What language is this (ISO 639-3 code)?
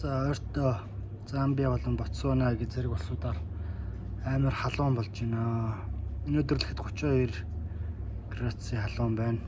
mon